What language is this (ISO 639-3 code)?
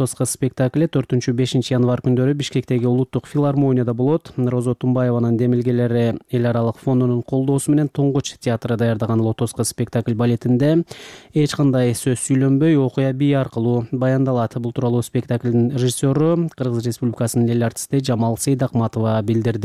kir